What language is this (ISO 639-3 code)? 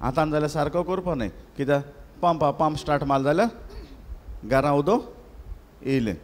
kok